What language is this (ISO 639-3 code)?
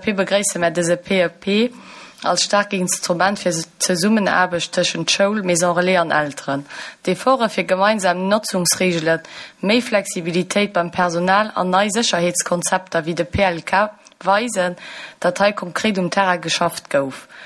ltz